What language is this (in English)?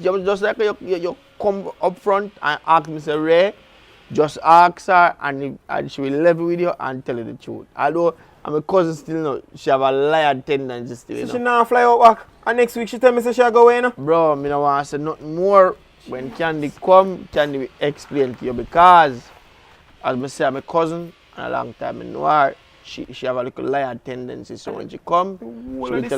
Jamaican Creole English